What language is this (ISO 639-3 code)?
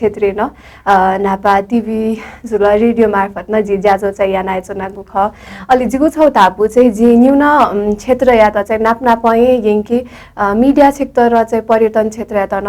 new